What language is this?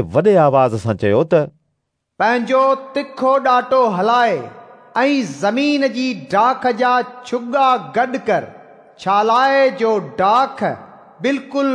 Sindhi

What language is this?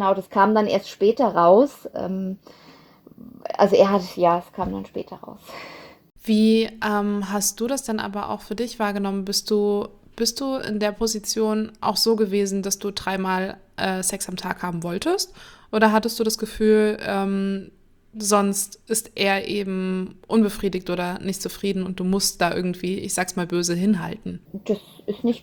German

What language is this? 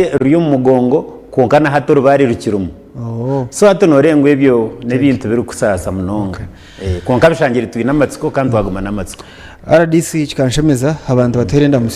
Nyankole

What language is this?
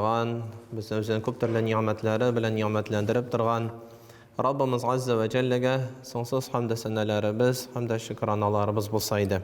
Tatar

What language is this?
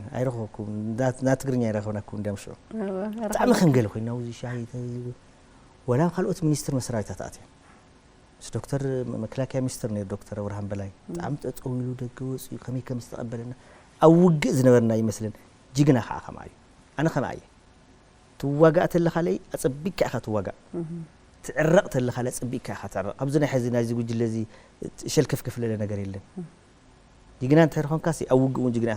Tigrinya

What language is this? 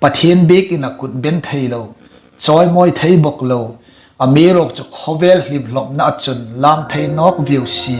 Hmar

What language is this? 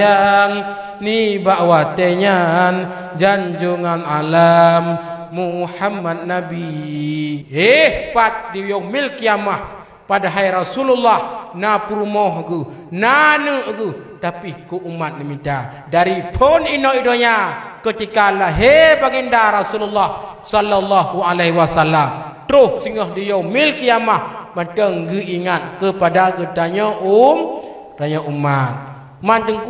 Achinese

